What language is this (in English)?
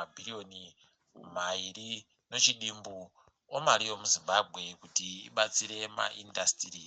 Ndau